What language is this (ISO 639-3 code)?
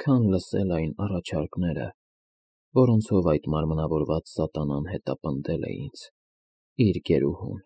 hye